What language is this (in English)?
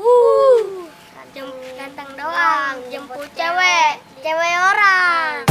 Betawi